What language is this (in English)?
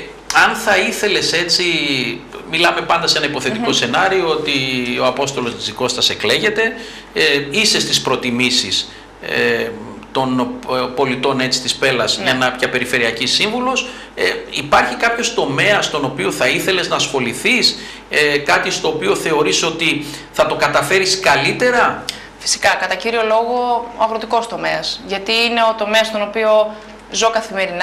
Greek